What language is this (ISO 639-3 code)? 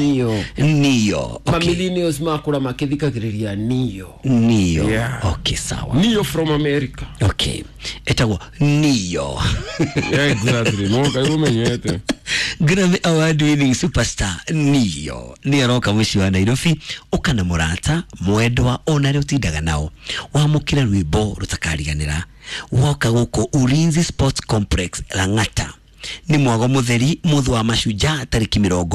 kik